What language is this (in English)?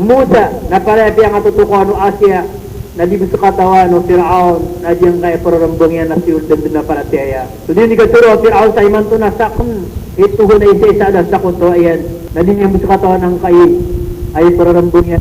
Maranao